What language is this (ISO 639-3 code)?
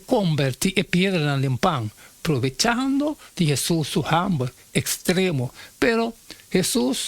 pap